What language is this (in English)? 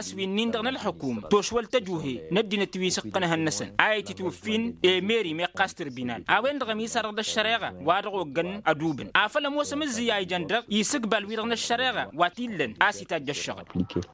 Tamasheq